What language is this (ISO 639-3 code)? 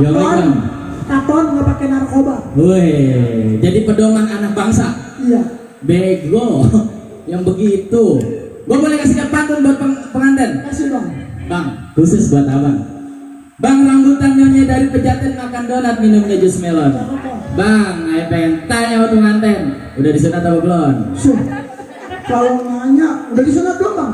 bew